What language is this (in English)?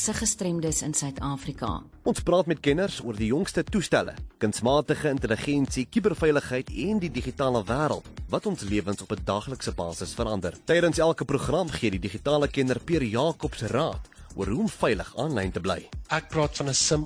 Afrikaans